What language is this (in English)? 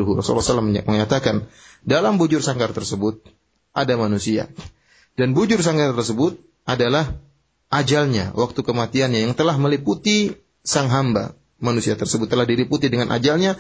Indonesian